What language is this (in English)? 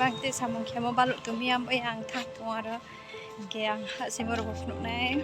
Riang (India)